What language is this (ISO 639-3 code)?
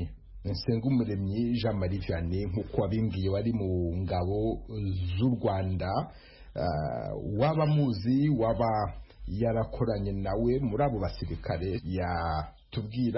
kin